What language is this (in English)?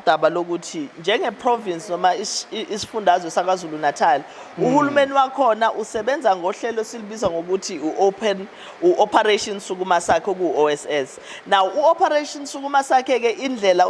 Zulu